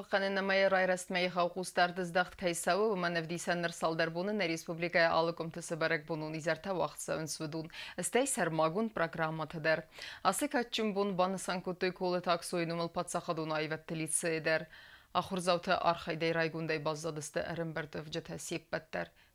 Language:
Ossetic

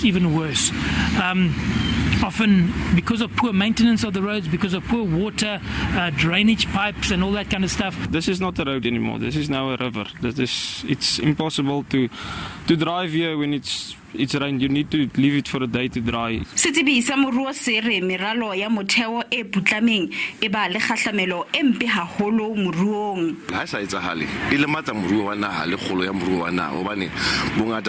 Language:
Southern Sotho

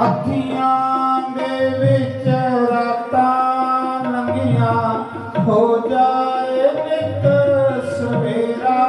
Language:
Dogri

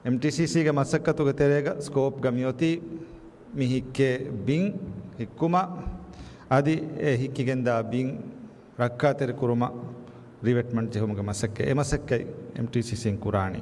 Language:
Divehi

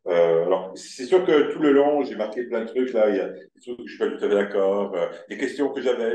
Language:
French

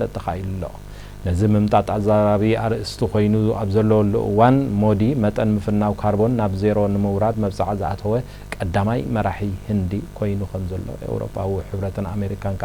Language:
Tigrinya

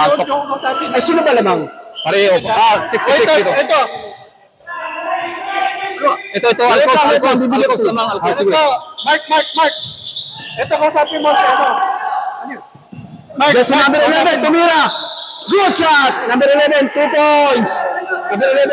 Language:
Filipino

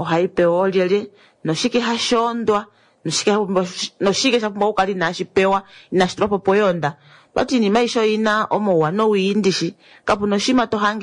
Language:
Kuanyama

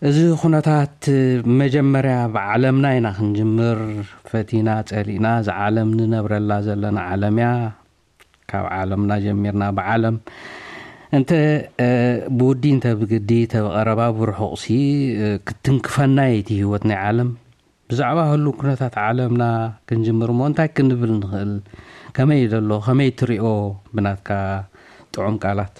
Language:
Tigrinya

